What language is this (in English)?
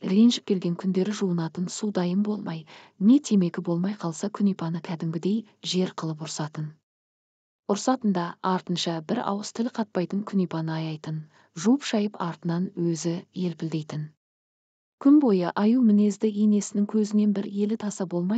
Kazakh